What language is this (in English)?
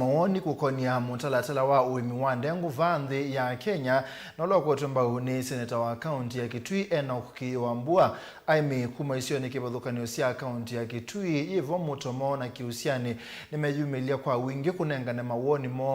Kamba